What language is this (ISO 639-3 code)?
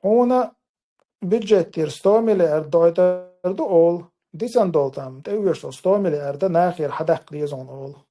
che